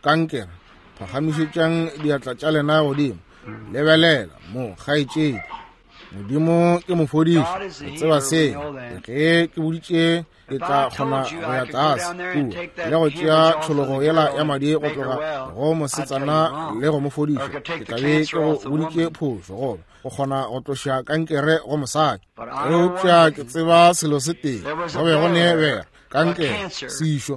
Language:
Northern Sotho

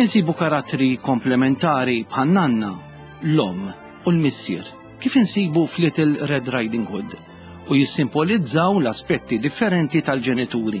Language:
Maltese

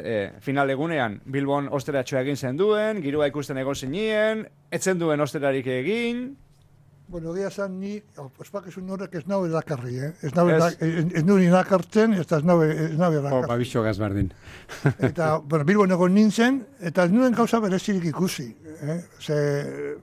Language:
Basque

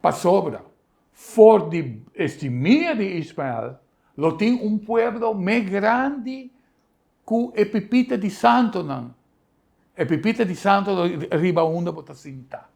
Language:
Papiamento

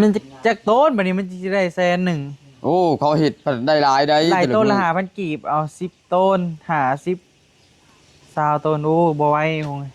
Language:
Northeastern Thai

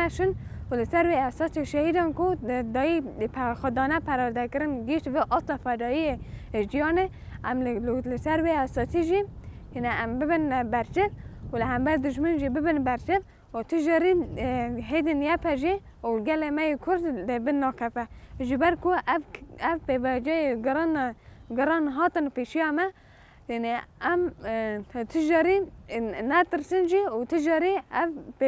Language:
Kurdish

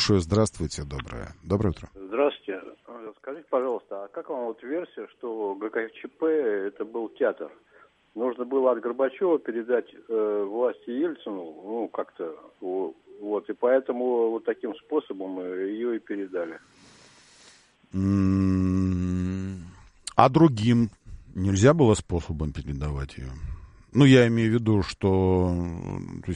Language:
Russian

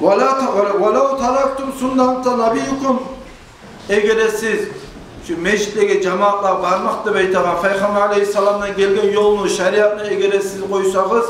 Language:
Kumyk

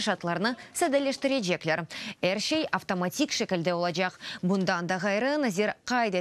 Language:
Crimean Tatar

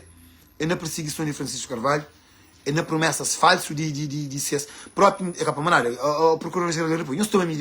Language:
Kabuverdianu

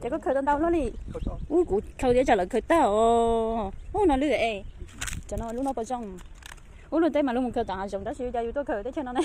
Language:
Hmong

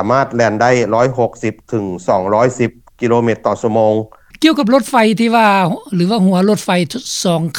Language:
Lao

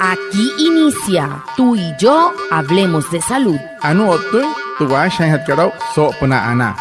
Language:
Wayuu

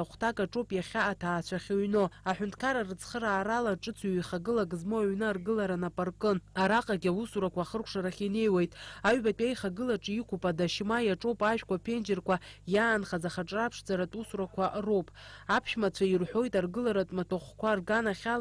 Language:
Abkhazian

